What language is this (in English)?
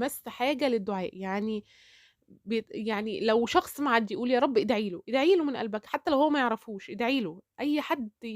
Egyptian Arabic